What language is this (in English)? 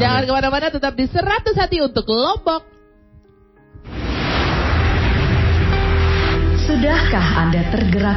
Indonesian